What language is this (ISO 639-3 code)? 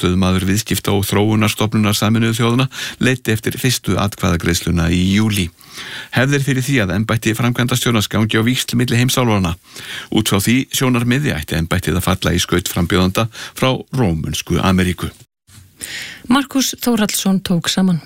isl